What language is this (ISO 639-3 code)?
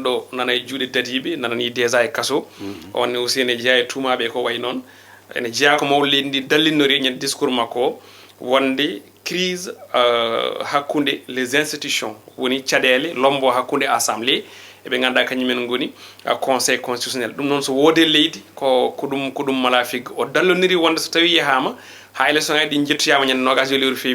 ful